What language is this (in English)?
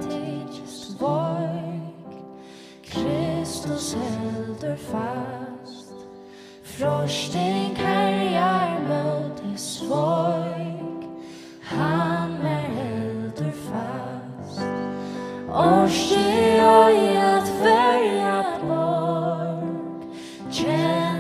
Faroese